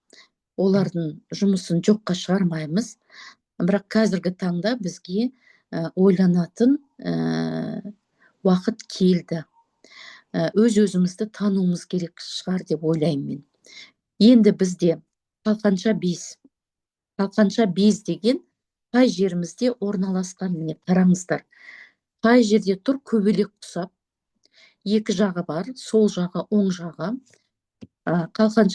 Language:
Kazakh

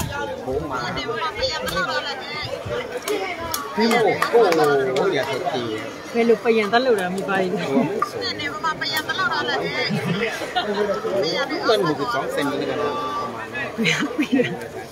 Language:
Burmese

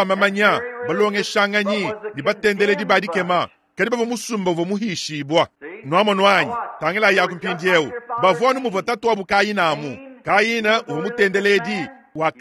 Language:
Luba-Lulua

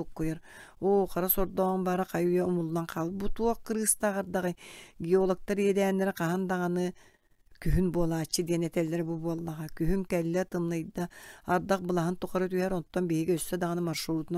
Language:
Yakut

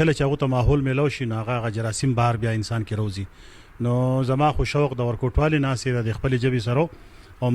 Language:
Pashto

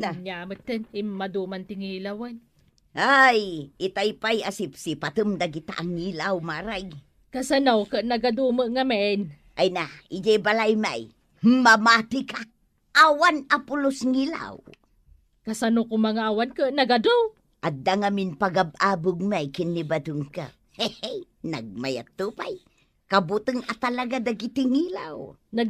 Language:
Iloko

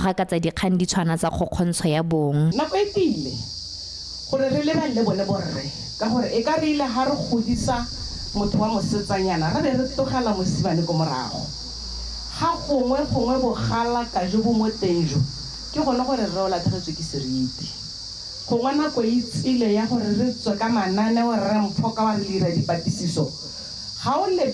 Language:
Tswana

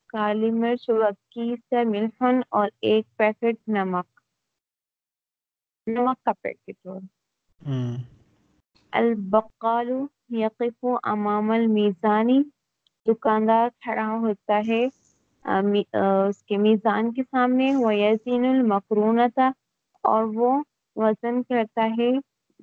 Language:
Urdu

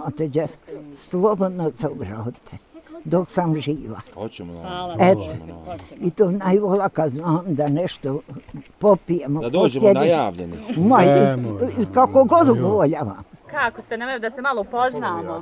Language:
Bosnian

